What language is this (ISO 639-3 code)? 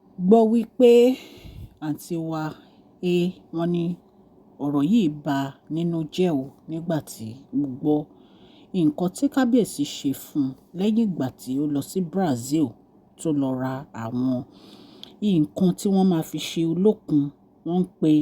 yor